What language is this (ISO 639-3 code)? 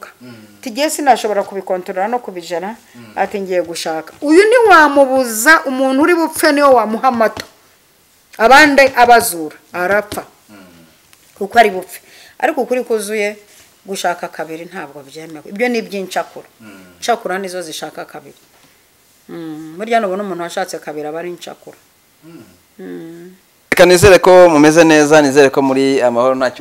kin